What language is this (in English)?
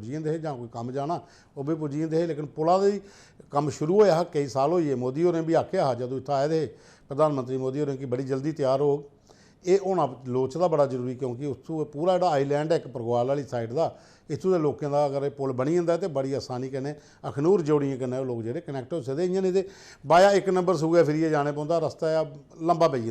Dogri